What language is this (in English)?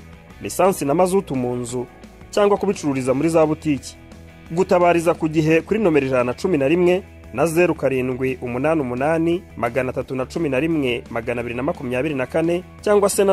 Kinyarwanda